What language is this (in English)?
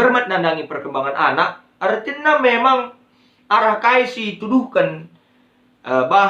Batak Karo